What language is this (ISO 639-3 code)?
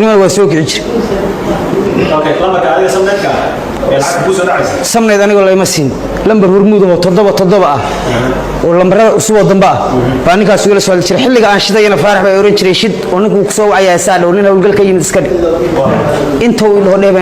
som